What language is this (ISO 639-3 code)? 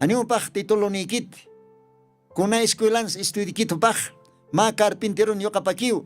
aym